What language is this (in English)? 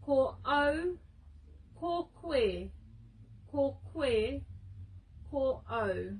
Māori